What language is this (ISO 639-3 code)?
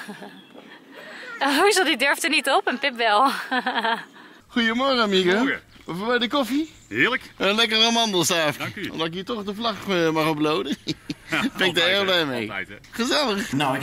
nld